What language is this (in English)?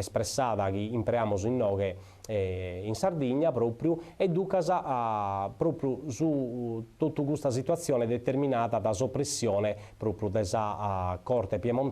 Sardinian